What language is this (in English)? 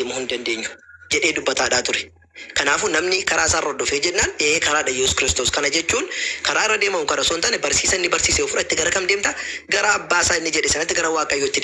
Oromo